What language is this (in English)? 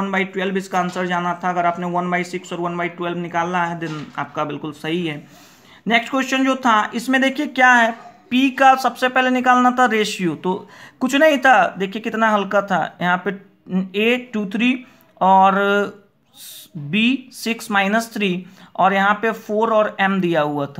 Hindi